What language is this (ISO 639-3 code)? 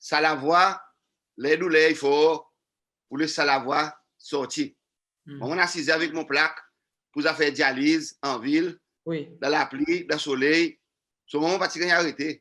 crs